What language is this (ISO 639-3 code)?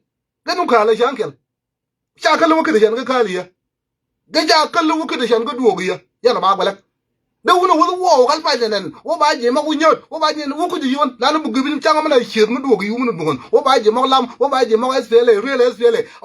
nus